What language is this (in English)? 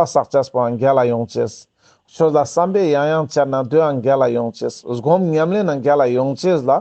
Ladakhi